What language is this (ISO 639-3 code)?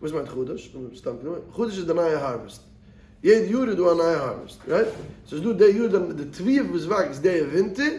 yid